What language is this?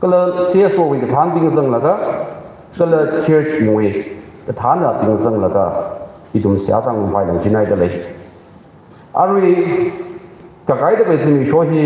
Tangkhul Naga (India)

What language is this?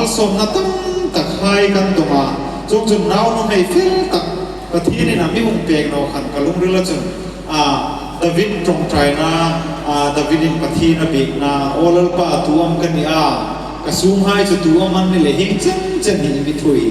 Hmar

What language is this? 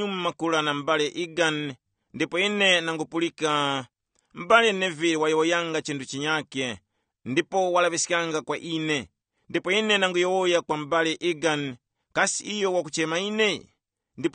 Tumbuka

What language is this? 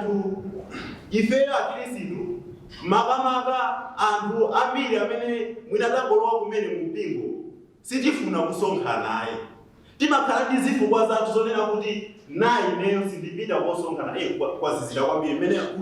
Nyanja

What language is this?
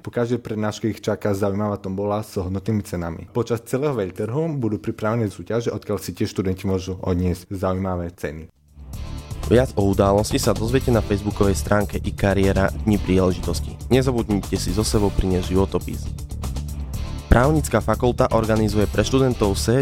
Slovak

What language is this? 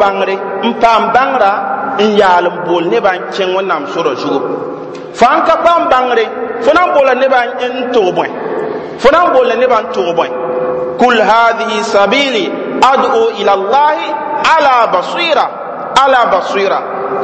Mossi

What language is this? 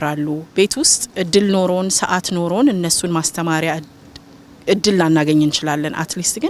Amharic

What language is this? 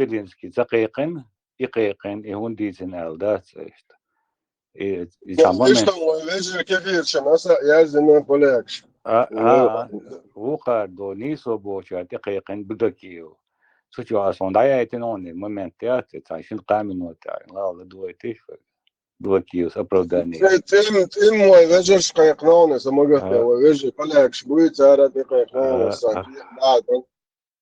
Chechen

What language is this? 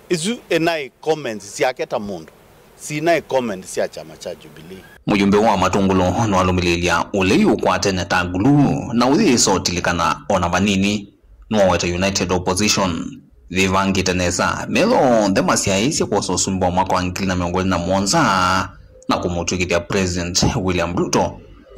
Kamba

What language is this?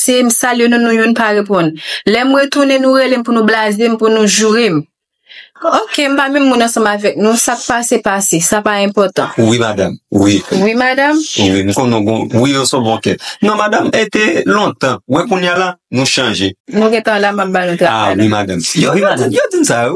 Haitian Creole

